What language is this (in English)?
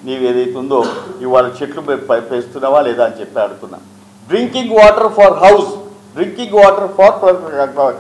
Telugu